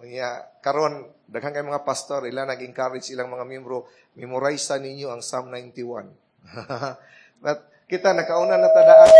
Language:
Cebuano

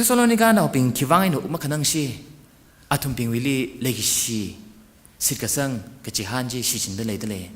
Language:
Tangkhul Naga (India)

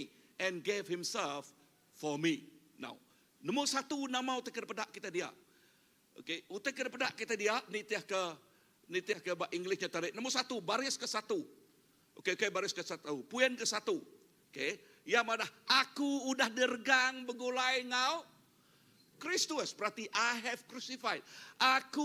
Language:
Iban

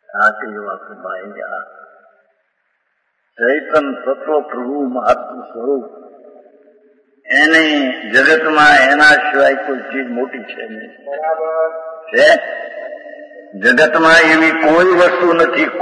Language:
Gujarati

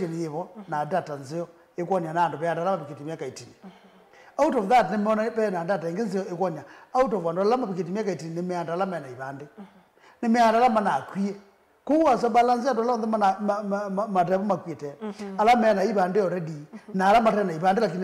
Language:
Kamba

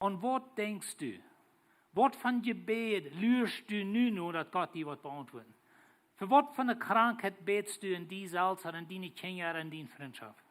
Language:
Plautdietsch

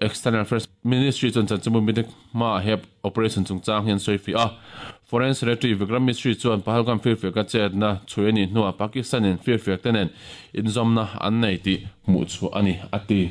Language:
Mizo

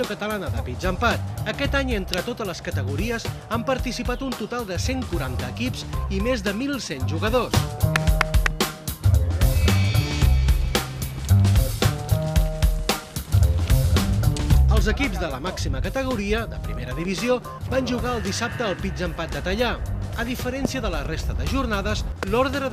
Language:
Catalan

